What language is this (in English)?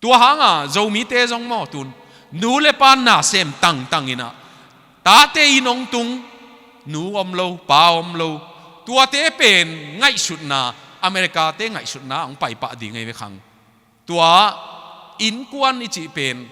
Tedim Chin